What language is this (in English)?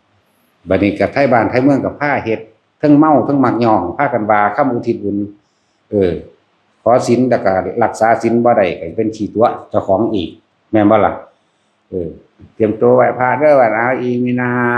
Northeastern Thai